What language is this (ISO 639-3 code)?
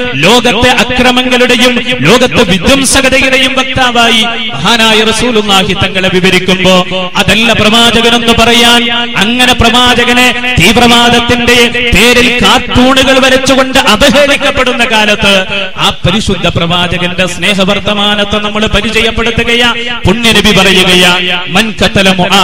mal